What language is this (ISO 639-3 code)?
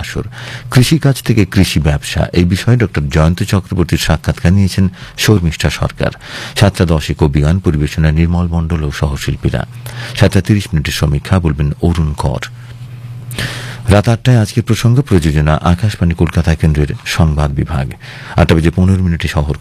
ben